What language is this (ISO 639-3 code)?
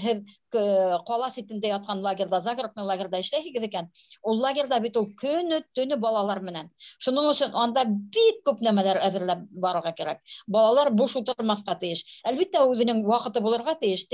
bak